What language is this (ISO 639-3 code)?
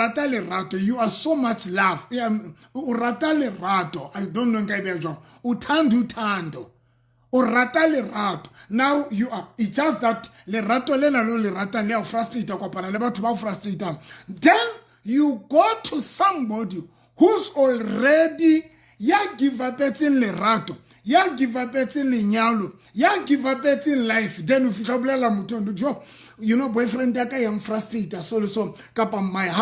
sot